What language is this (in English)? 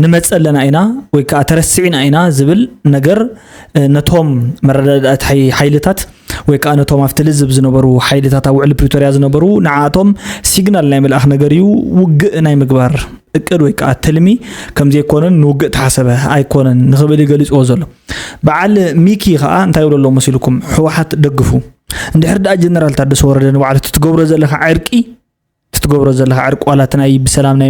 Tigrinya